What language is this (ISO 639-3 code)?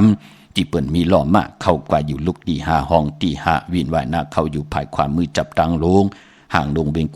shn